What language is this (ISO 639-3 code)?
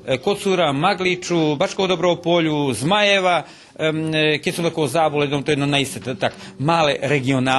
rue